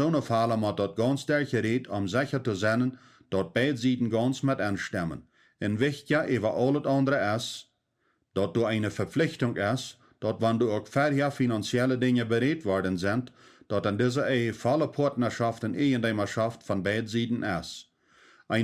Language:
Plautdietsch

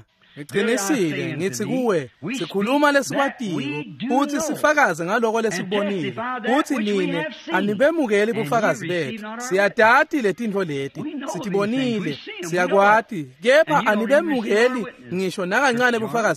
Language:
Swati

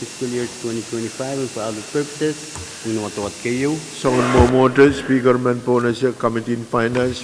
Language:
Pohnpeian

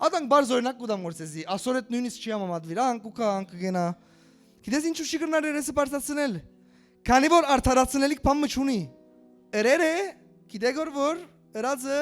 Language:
Western Armenian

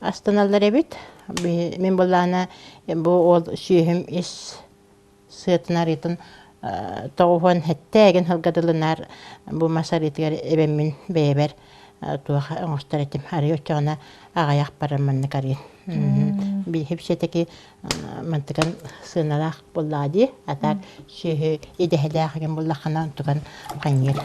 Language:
Yakut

